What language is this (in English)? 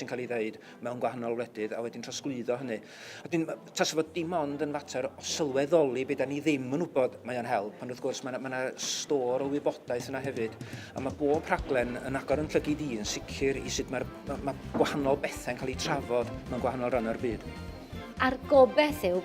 Welsh